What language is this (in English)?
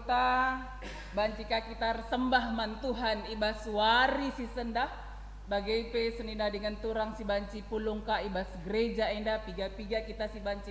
Batak Karo